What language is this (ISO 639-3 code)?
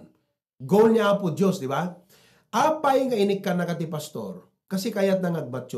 ilo